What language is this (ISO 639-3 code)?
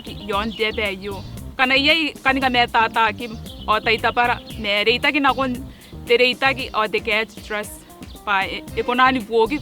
gil